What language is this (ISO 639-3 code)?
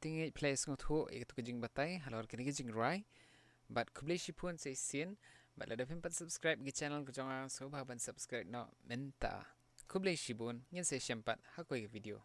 kha